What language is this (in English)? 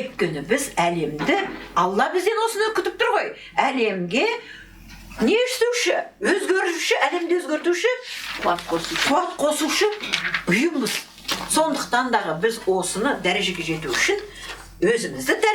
Kazakh